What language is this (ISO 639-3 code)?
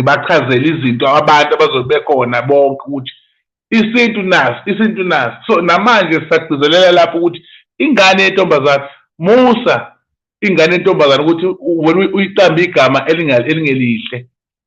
zul